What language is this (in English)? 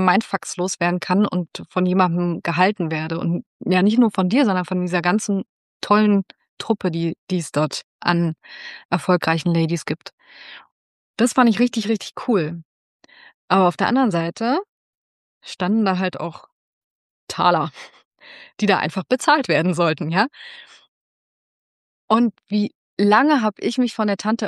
German